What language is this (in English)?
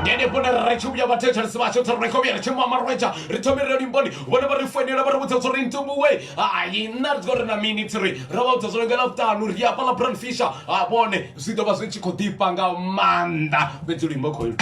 Venda